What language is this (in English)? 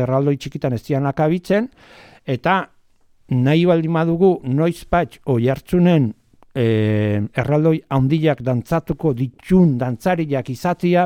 Basque